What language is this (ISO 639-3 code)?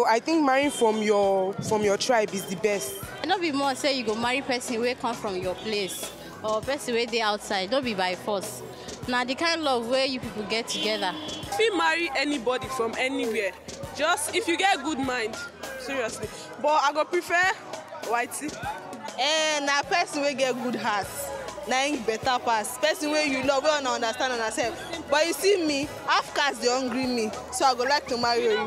pcm